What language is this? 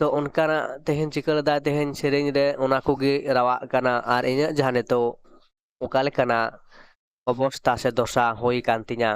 Santali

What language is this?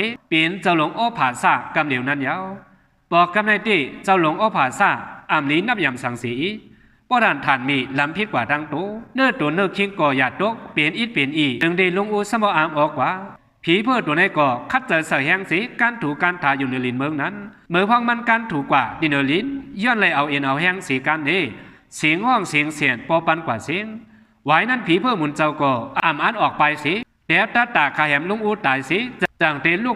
Shan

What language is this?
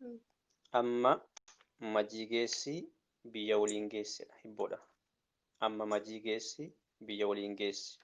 Oromo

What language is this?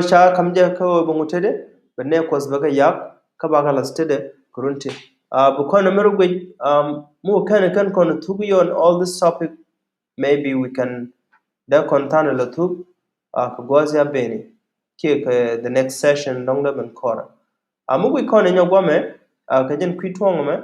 Nuer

